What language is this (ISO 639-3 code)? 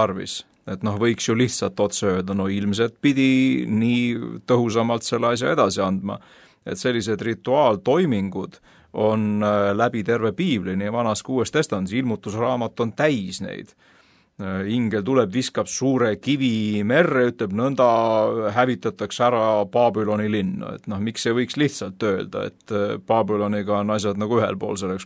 est